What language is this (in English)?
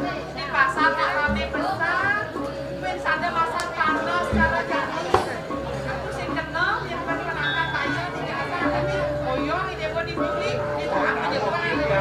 Balinese